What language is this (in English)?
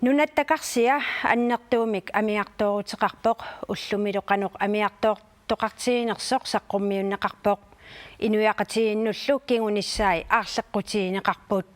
Kalaallisut